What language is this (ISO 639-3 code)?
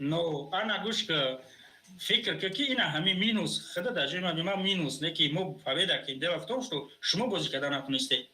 tgk